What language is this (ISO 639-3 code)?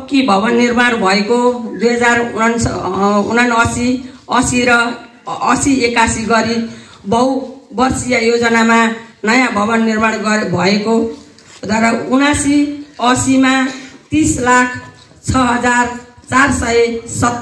nep